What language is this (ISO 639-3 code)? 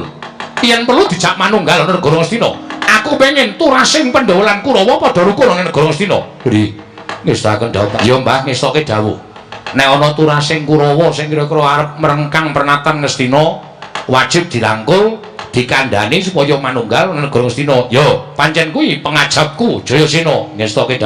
jav